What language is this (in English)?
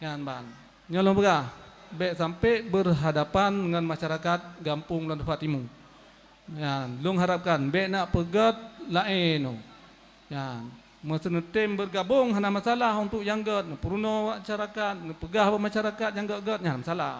Achinese